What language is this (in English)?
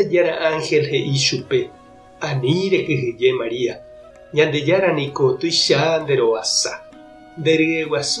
Guarani